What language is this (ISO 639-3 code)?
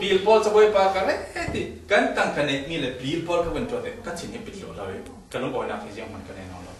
cfm